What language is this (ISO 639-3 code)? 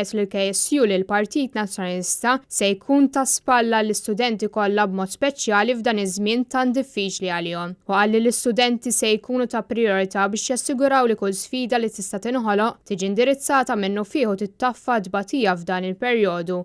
mlt